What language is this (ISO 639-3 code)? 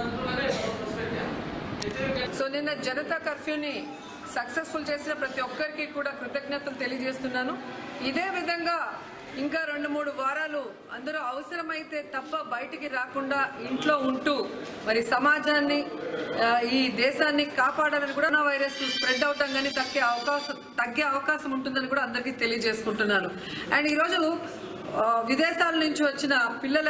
tel